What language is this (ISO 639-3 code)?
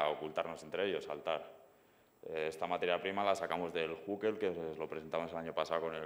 spa